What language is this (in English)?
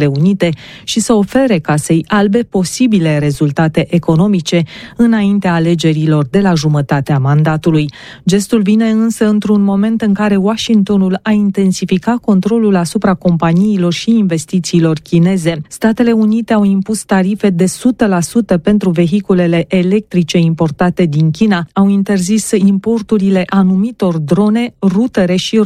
Romanian